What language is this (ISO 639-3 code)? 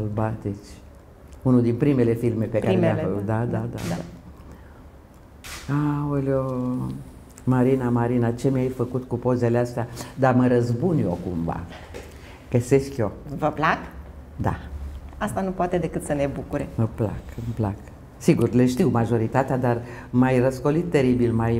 ron